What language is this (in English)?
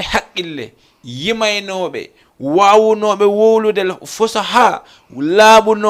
Fula